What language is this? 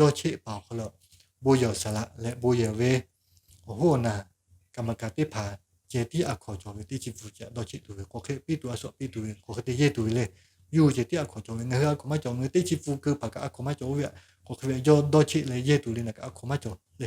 Lahu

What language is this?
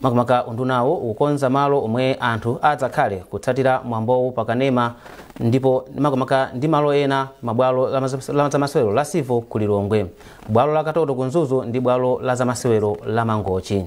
Nyanja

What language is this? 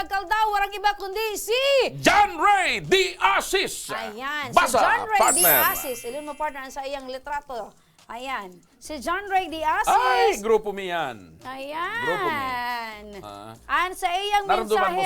Bikol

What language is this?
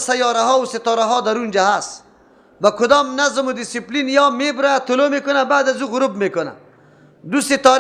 Persian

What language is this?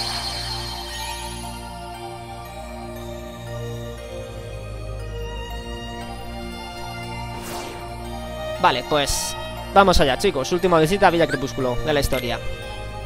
Spanish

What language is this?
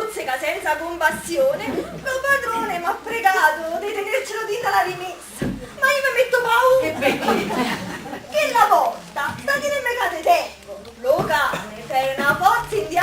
Neapolitan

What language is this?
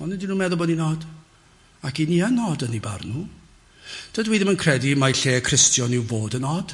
Welsh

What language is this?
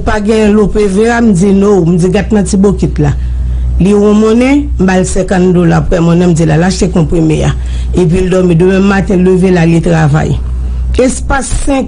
Haitian Creole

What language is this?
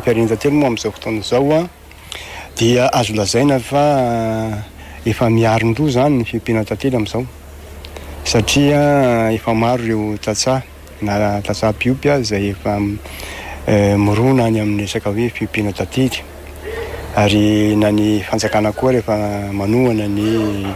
Malagasy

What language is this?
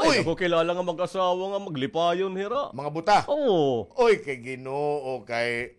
Waray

